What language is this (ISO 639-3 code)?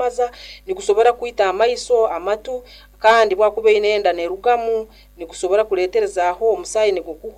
nyo